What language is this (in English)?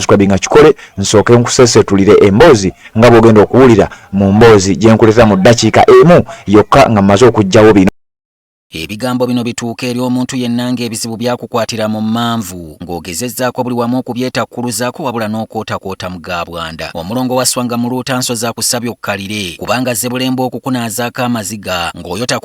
Ganda